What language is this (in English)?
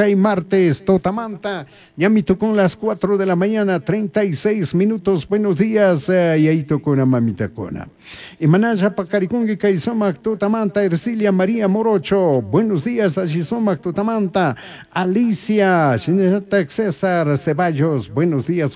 Chimborazo Highland Quichua